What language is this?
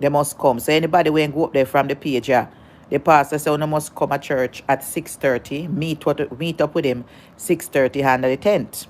Jamaican Creole English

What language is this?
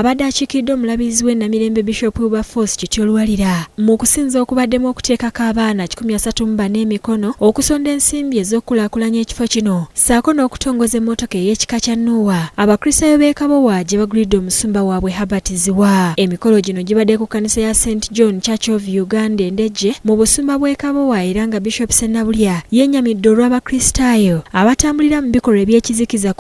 Ganda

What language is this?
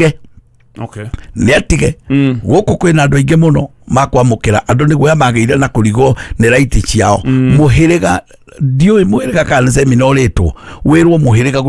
Kikuyu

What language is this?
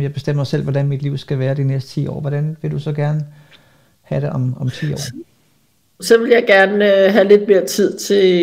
Danish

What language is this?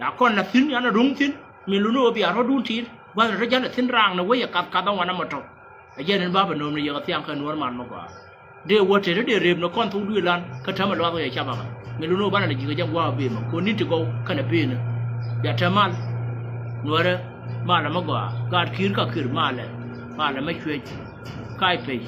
Nuer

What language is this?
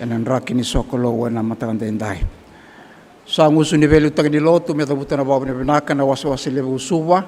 Fijian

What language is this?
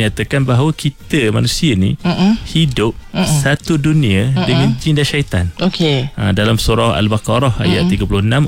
Malay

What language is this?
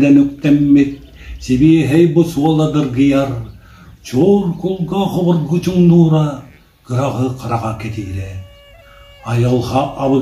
Yakut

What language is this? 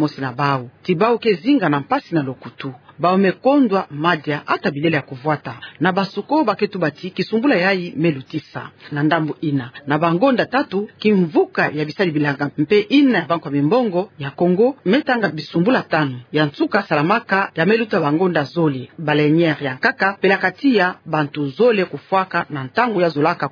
Kituba (Democratic Republic of Congo)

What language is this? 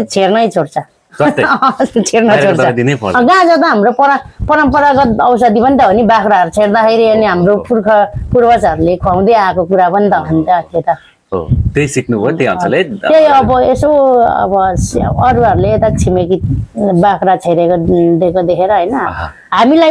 Nepali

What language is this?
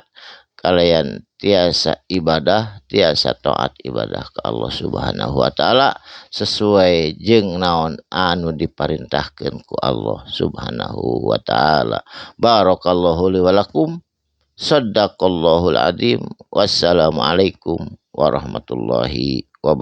Sundanese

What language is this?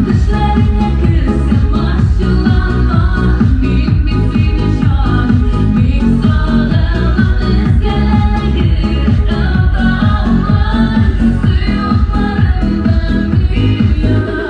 Tatar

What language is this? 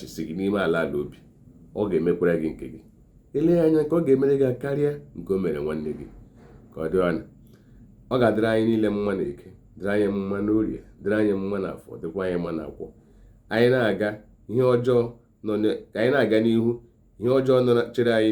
Igbo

